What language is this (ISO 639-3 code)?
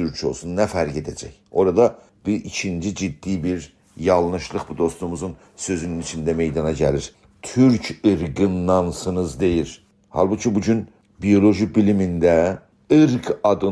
azb